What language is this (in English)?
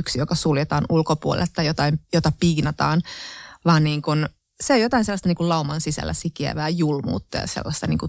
Finnish